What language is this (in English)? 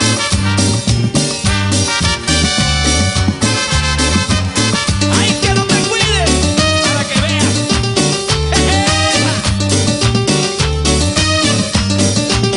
Spanish